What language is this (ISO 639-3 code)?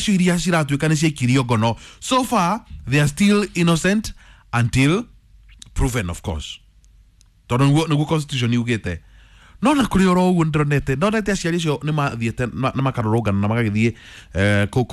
kik